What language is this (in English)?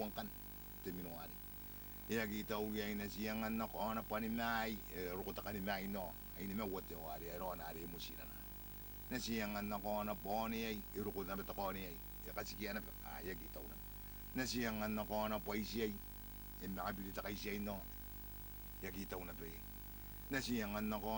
Gilbertese